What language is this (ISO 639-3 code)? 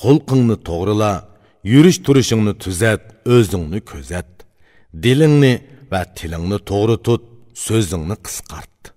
uig